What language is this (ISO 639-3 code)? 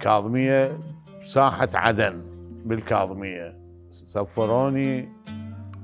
acm